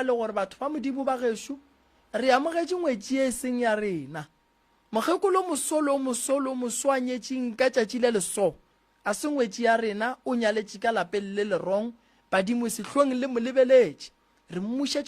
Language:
Northern Sotho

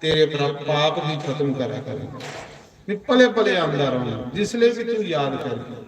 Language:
Dogri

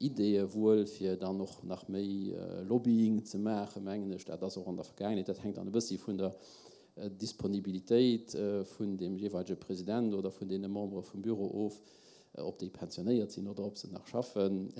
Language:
Luxembourgish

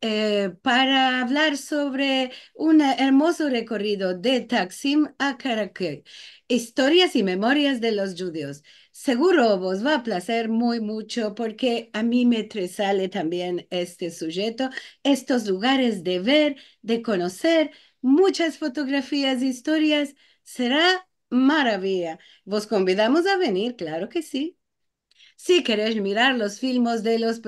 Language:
Ladino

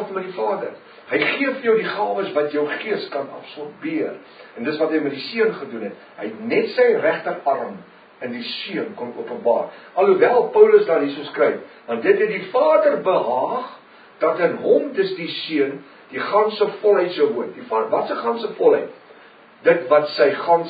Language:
Afrikaans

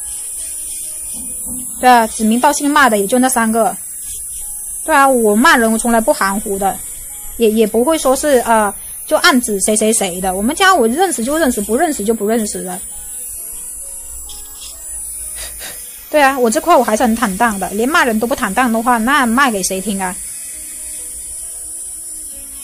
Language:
Chinese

